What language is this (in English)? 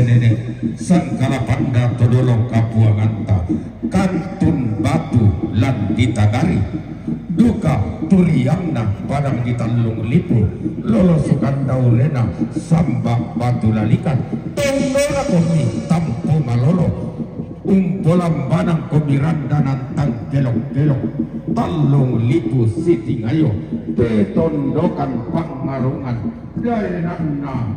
Toraja-Sa'dan